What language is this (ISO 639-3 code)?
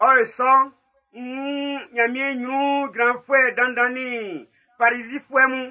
bci